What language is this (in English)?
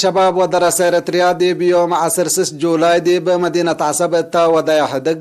Tigre